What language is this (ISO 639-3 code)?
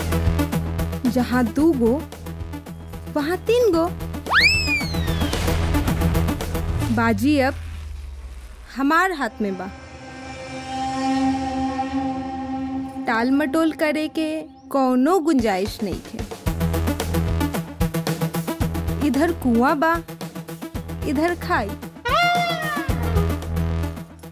bho